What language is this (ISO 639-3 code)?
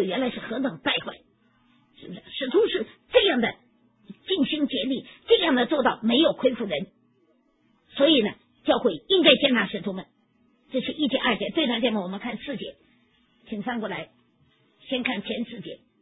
zho